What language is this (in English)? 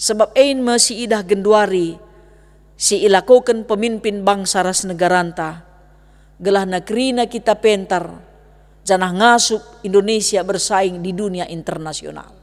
Batak Karo